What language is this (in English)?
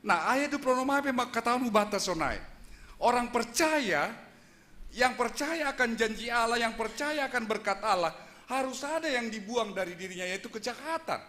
Batak Simalungun